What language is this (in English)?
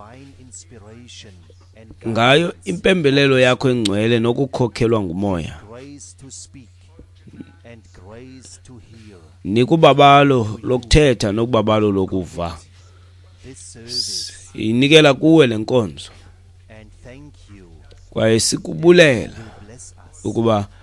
Xhosa